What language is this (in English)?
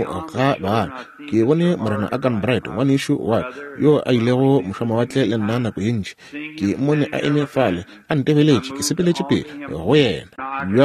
Northern Sotho